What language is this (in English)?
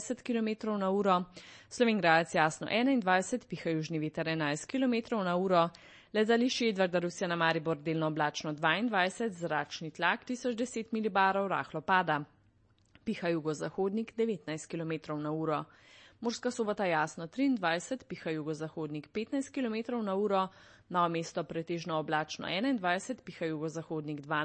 Slovenian